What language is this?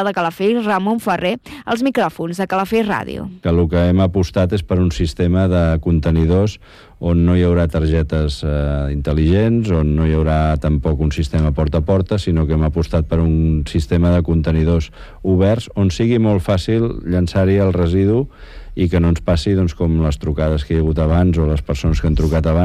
Catalan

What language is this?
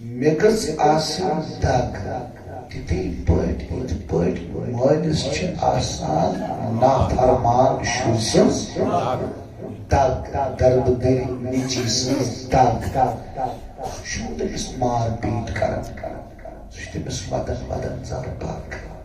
Kashmiri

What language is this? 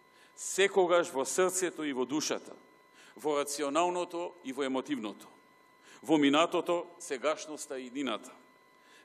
Macedonian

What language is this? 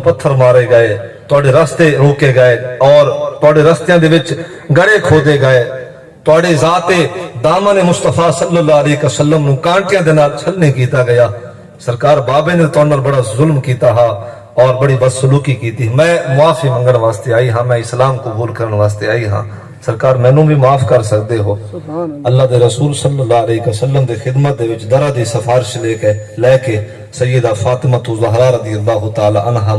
Saraiki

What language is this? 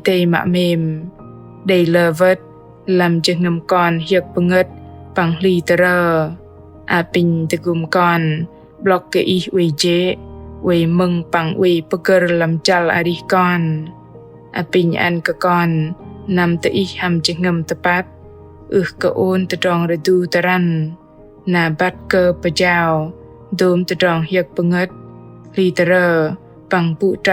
Bahnar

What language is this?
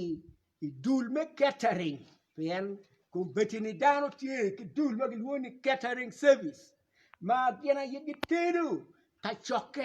Acoli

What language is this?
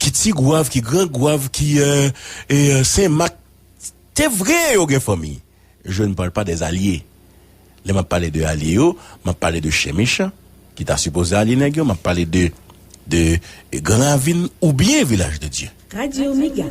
Haitian Creole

